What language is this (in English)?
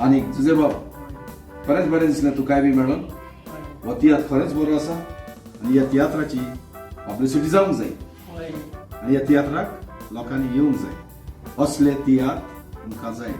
Konkani